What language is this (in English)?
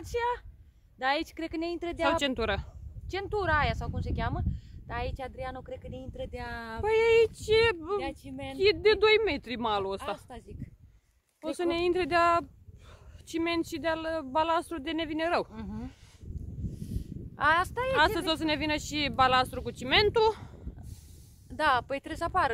Romanian